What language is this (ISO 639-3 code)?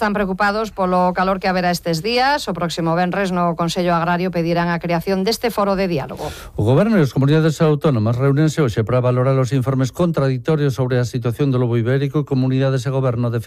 glg